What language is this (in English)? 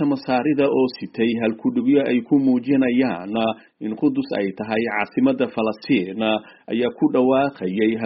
Somali